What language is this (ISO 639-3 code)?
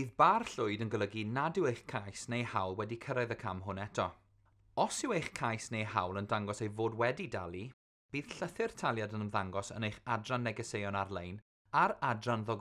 cym